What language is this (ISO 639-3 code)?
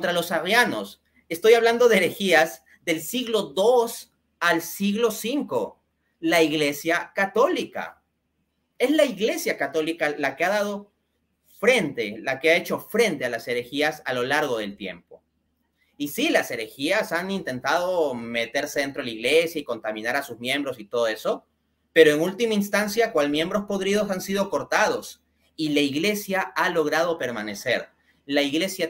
spa